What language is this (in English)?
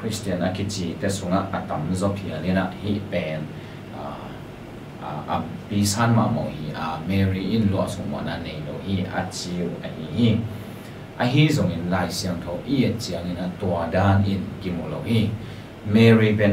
Tedim Chin